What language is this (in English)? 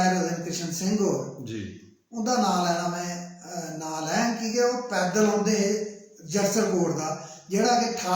Dogri